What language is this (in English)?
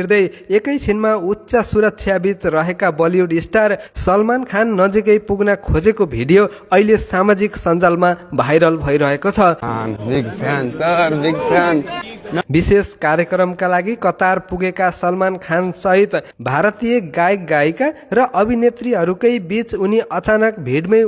Nepali